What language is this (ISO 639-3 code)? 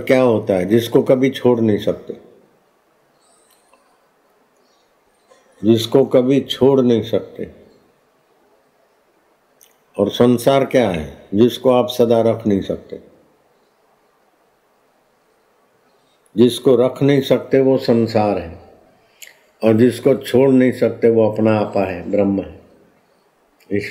hin